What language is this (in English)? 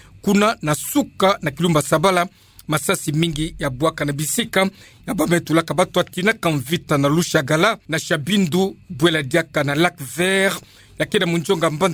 Kituba (Democratic Republic of Congo)